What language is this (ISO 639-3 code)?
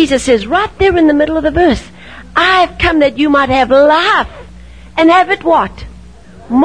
eng